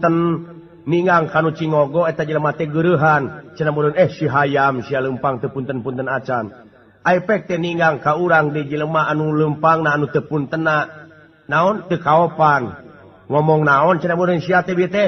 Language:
Sundanese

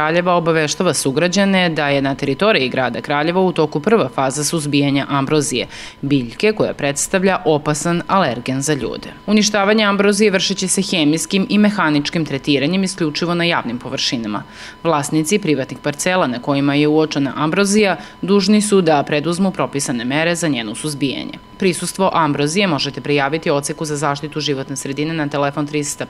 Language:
Serbian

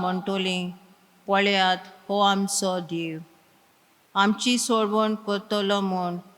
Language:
Konkani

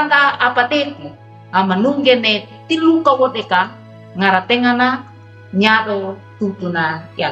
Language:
Wejewa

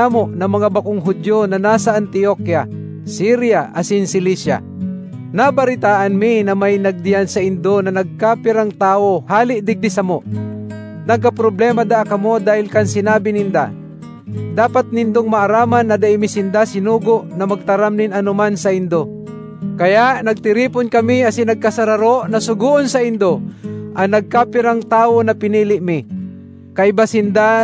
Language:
Bikol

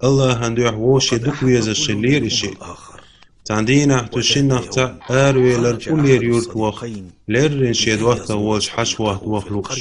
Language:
Chechen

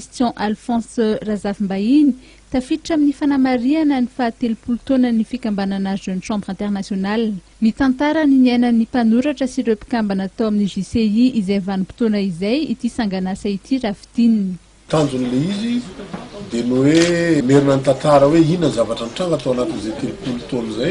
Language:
Malagasy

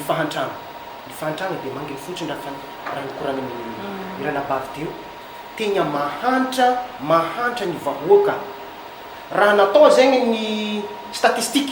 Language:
Malagasy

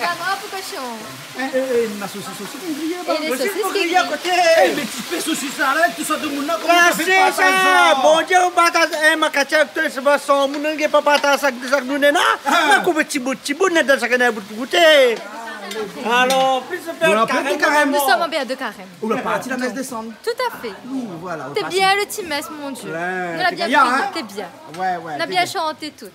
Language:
Réunion Creole French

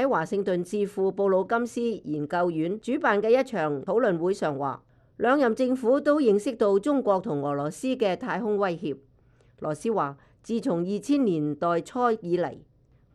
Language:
Cantonese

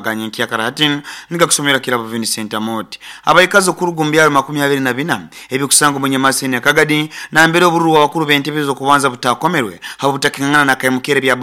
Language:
Nyoro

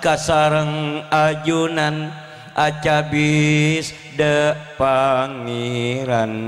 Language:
Madurese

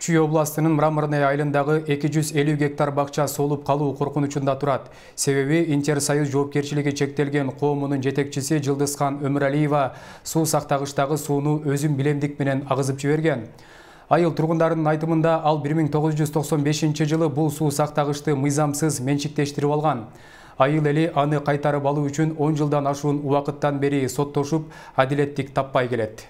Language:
Kyrgyz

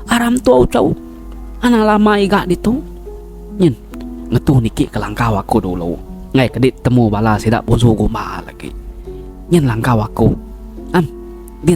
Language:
Iban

